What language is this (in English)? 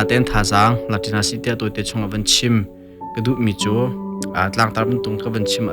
Hakha Chin